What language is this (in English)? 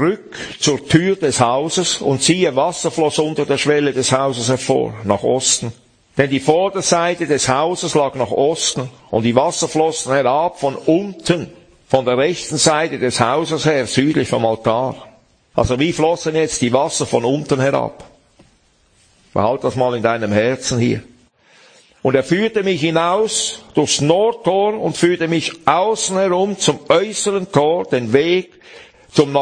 German